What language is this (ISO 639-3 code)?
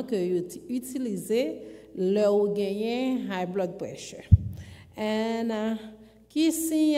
fra